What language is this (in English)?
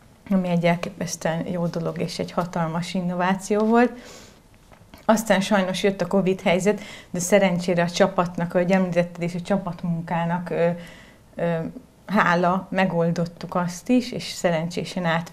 Hungarian